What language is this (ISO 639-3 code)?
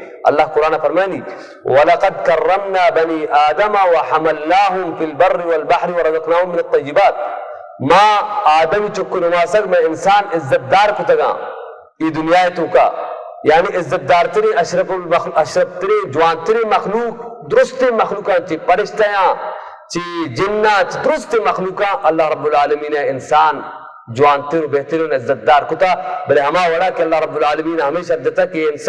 bal